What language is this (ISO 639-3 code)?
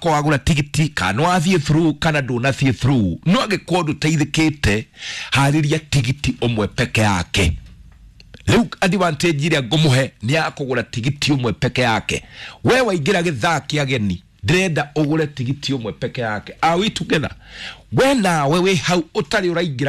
kik